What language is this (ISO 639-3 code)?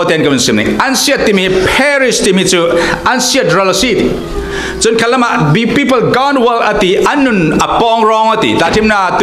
cfm